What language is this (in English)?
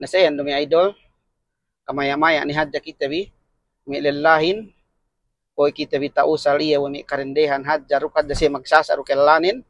Yakan